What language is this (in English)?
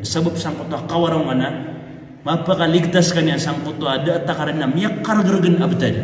Maranao